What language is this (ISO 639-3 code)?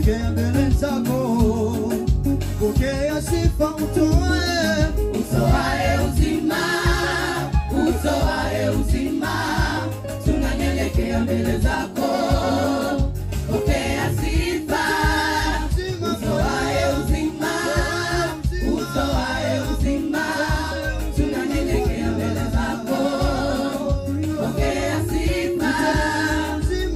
swa